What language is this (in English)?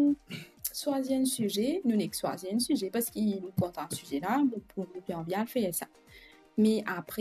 Morisyen